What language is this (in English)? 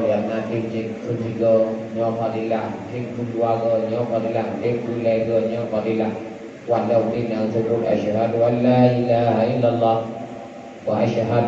Achinese